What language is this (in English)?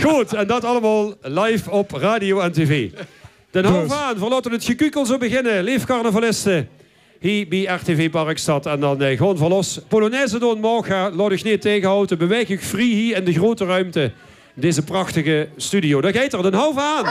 Limburgish